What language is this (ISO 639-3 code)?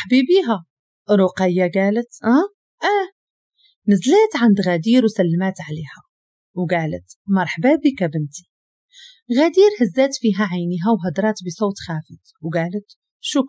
ary